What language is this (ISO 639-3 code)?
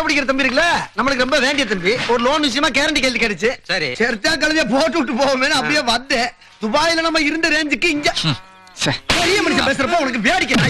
tam